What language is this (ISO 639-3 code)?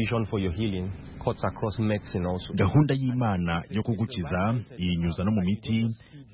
kin